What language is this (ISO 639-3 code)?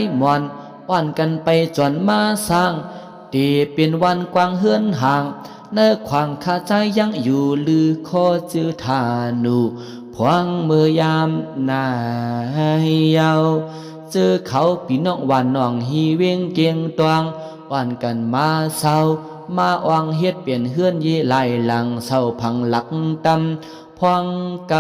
shn